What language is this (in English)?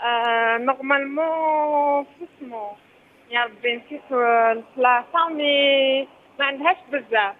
Algerian Arabic